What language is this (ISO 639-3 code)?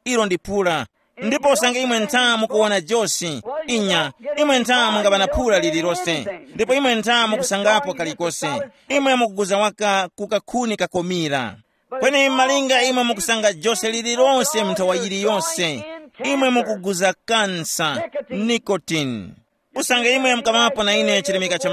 tum